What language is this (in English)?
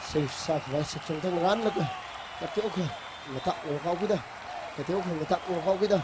Tangkhul Naga (India)